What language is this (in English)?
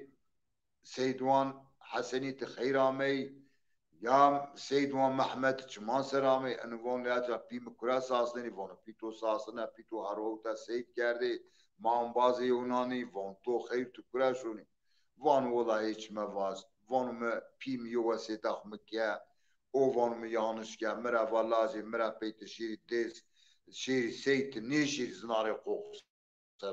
Zaza